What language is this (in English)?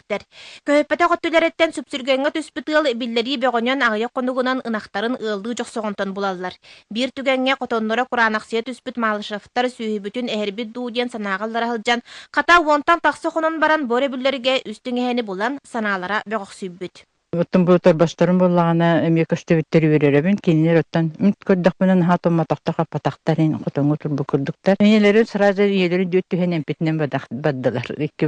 Yakut